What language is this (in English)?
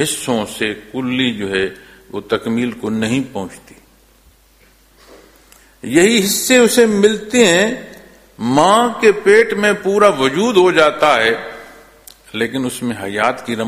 Urdu